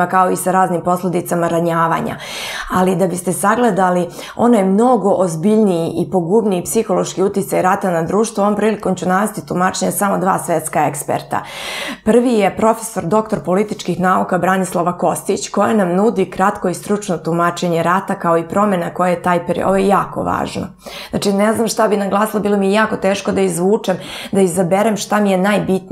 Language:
Serbian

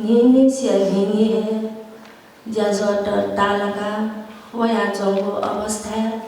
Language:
Newari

